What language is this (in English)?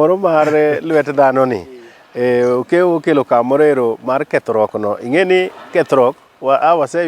Luo (Kenya and Tanzania)